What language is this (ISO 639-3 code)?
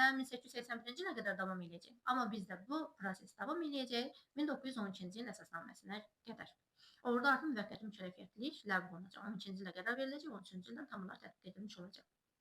aze